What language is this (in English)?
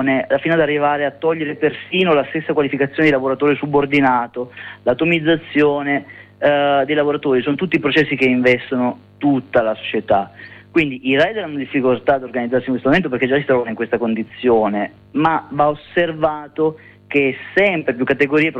Italian